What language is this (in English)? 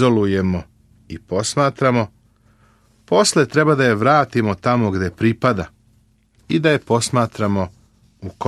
Serbian